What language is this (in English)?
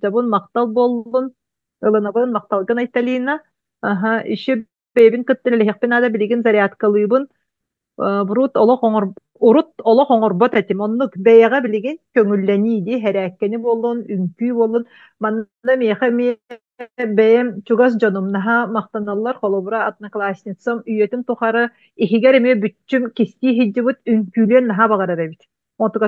Yakut